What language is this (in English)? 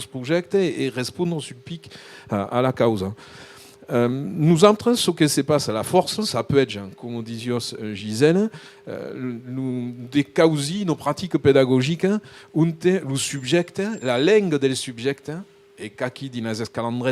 Occitan